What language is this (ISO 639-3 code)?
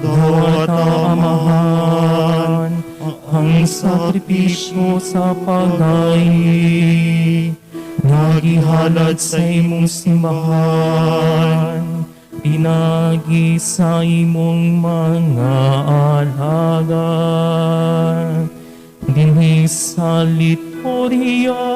ceb